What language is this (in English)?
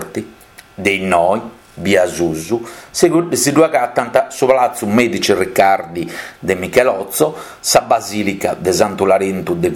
Sardinian